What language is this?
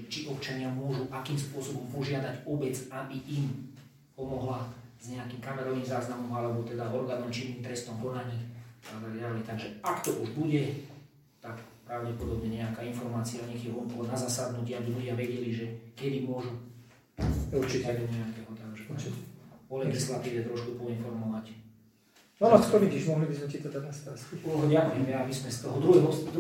Slovak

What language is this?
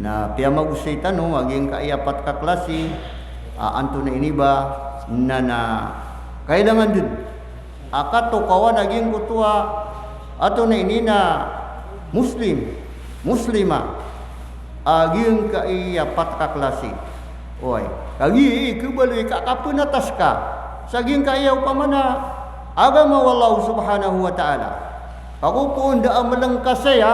Maranao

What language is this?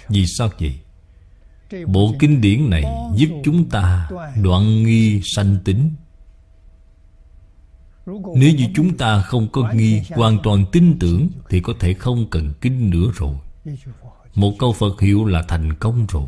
Vietnamese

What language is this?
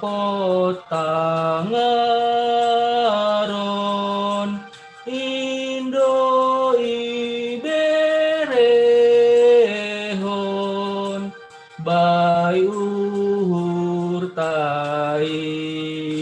Batak Simalungun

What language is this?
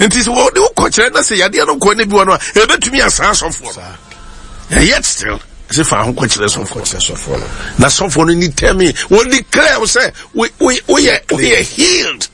Akan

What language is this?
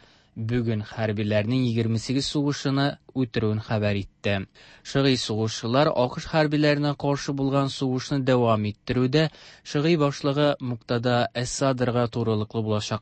Tatar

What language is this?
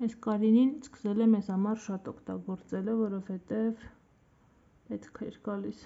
Armenian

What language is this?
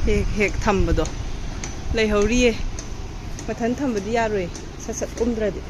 Manipuri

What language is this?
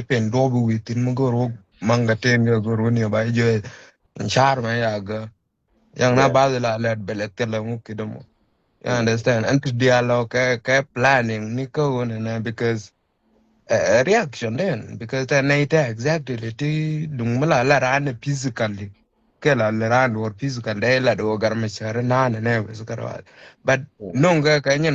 Nuer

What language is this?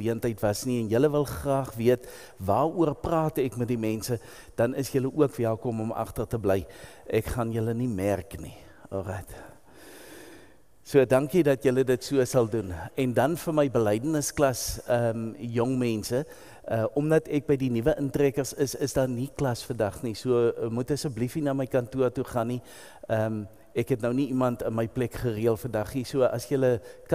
Afrikaans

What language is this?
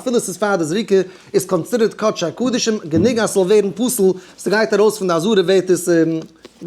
Yiddish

